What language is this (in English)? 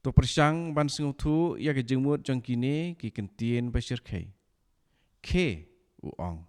Khasi